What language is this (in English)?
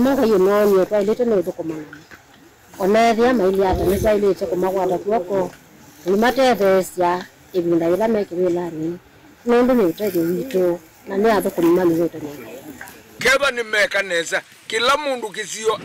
Kamba